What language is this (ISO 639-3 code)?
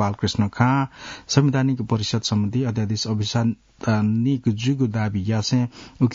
new